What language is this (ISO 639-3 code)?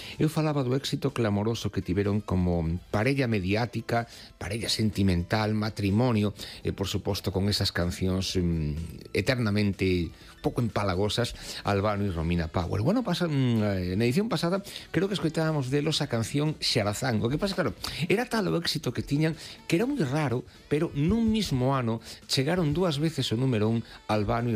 glg